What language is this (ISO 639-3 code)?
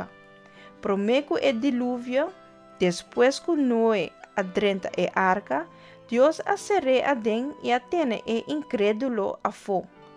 pap